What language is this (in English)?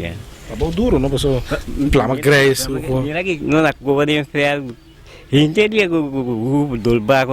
Papiamento